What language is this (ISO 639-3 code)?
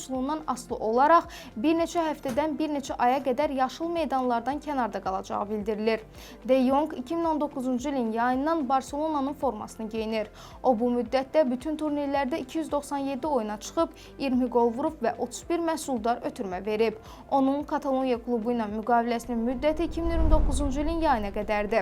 aze